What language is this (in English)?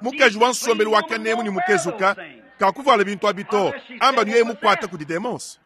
Luba-Lulua